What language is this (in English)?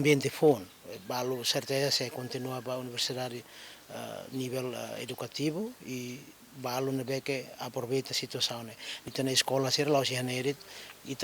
Tetum